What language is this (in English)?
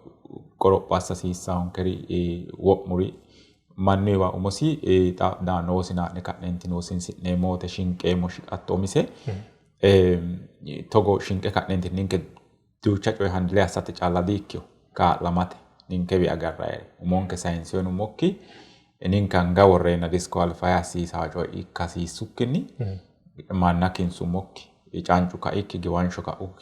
Sidamo